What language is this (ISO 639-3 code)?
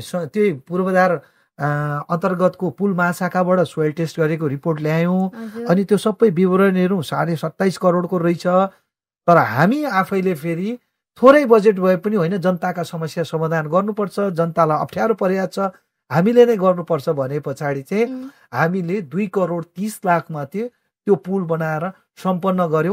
nep